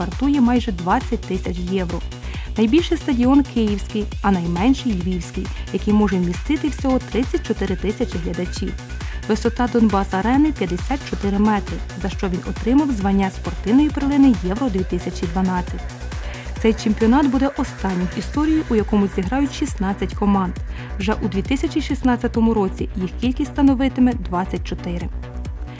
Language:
Ukrainian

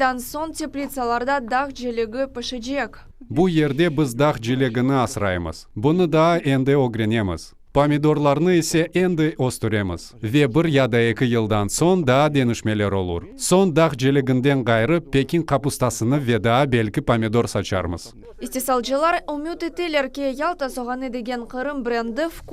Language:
Crimean Tatar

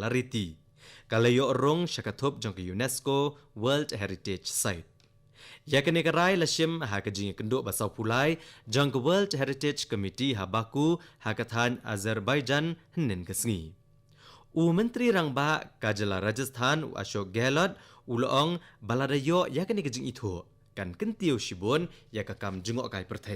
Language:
Khasi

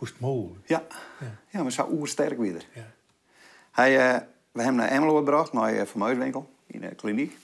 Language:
Western Frisian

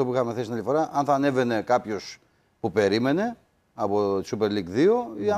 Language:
Greek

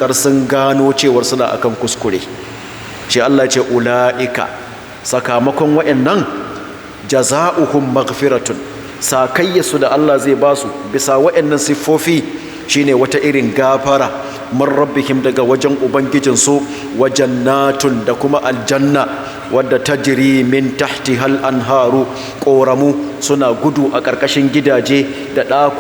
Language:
Hausa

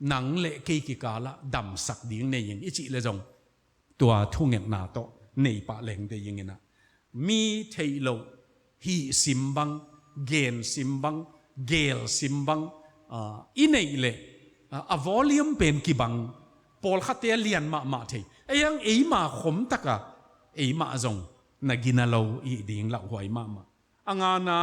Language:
Tedim Chin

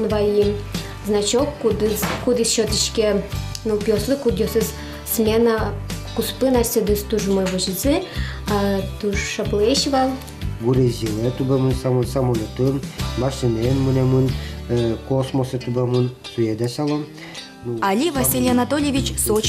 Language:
Udmurt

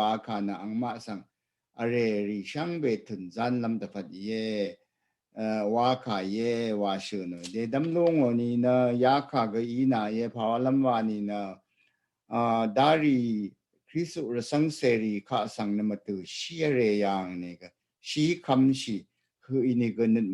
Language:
Rawang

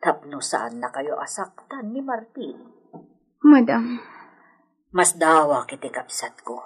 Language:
Iloko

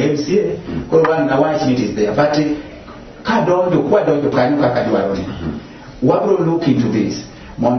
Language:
Luo (Kenya and Tanzania)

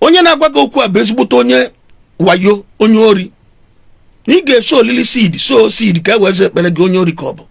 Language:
Igbo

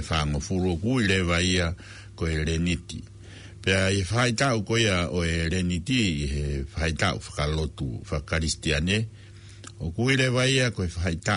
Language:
Tongan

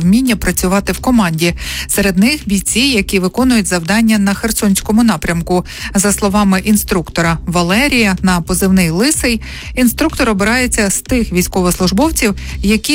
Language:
Ukrainian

